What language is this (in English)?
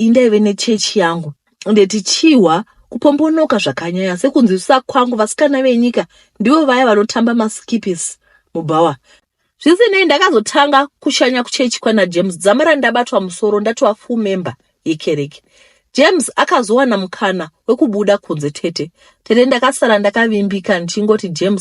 Shona